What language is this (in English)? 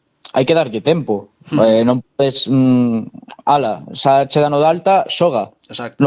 Galician